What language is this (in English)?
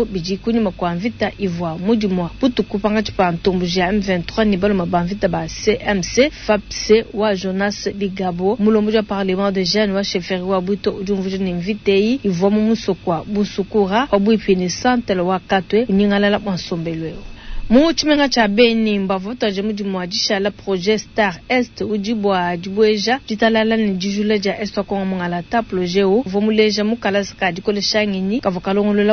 Luba-Lulua